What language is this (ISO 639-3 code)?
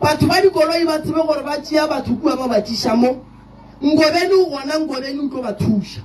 nso